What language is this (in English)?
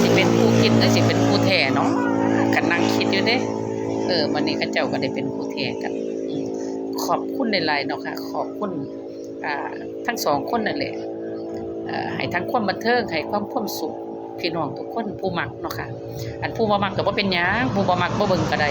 Northeastern Thai